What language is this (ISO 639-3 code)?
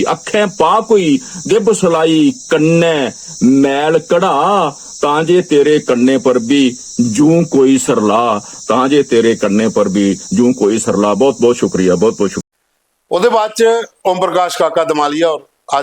doi